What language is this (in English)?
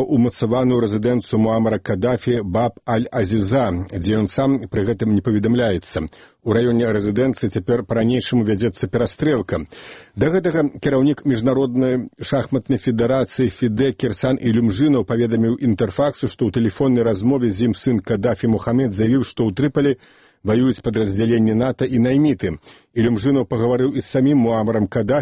Belarusian